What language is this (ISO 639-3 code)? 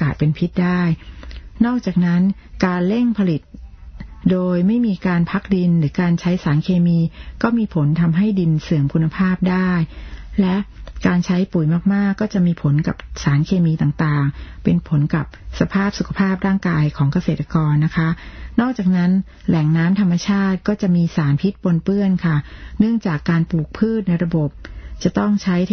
tha